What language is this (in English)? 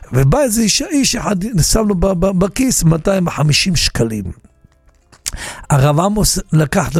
Hebrew